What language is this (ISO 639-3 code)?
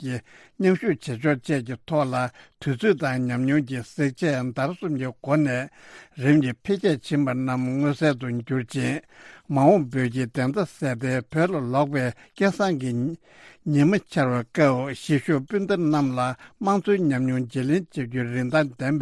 bod